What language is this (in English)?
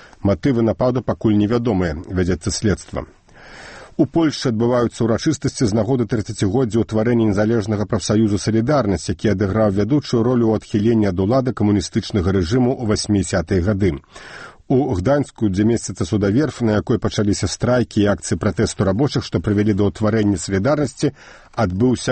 Belarusian